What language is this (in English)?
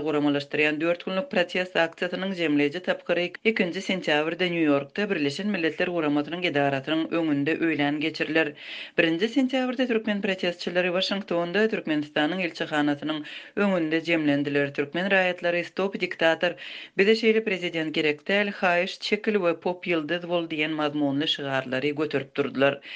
Turkmen